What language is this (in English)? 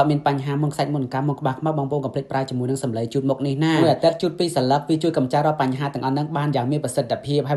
Khmer